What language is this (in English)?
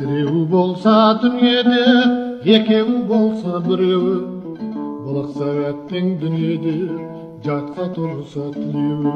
Kazakh